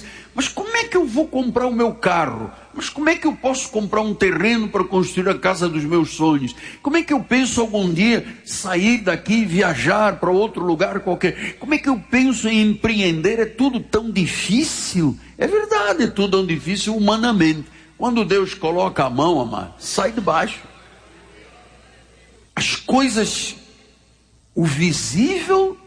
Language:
Portuguese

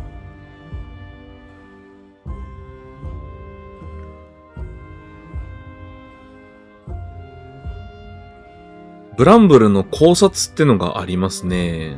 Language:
Japanese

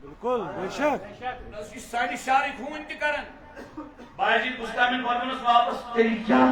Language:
Kashmiri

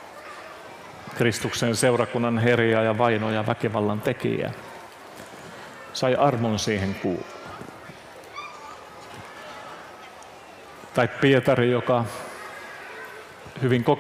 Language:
Finnish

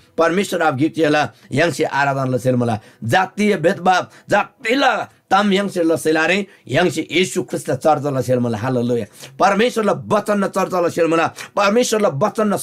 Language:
Eastern Tamang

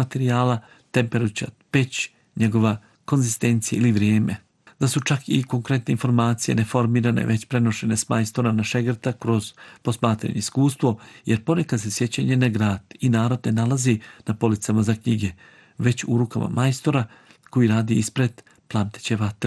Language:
Bosnian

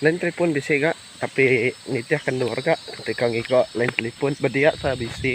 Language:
Iban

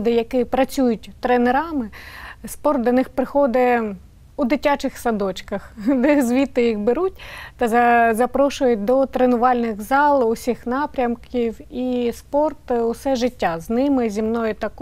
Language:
Ukrainian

